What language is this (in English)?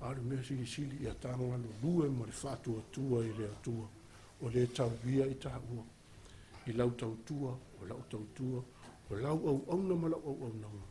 Samoan